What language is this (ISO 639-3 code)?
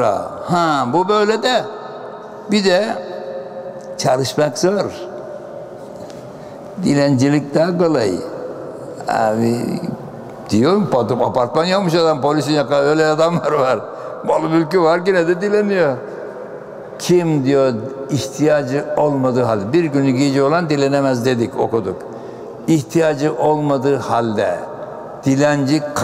tur